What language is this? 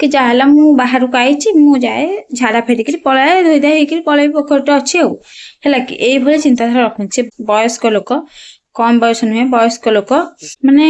Odia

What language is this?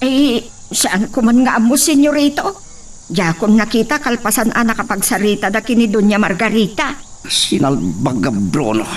Iloko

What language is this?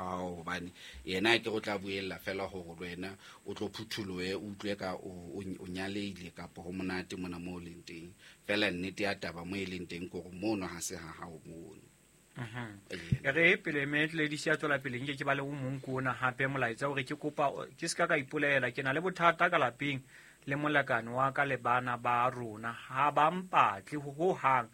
Southern Sotho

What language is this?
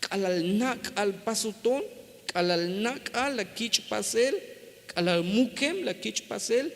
Tzeltal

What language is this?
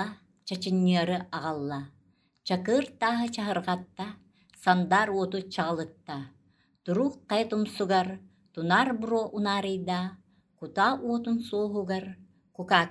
Yakut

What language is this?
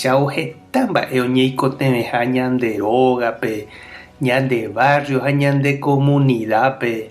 Guarani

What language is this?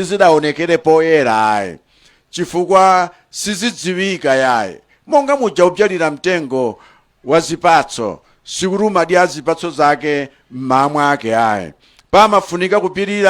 Nyanja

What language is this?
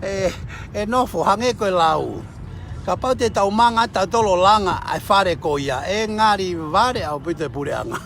Tongan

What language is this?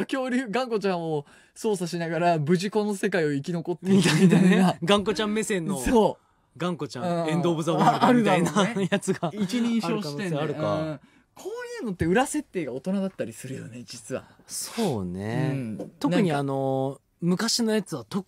Japanese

